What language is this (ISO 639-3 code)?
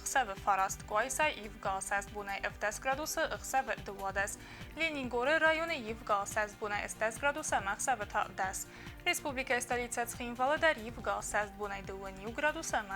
oss